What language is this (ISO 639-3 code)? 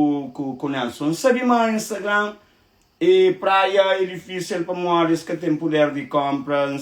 kea